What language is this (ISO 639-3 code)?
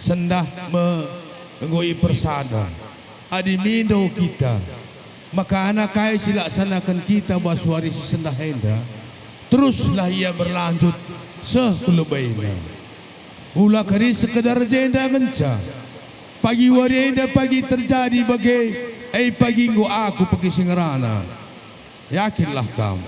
btx